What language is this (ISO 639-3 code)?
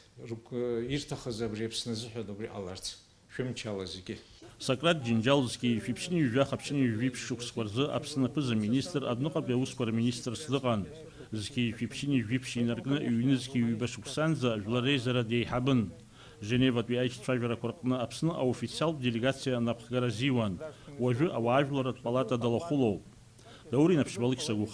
abk